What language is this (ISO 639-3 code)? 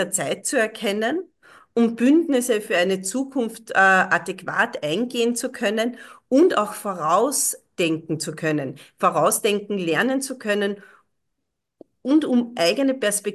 deu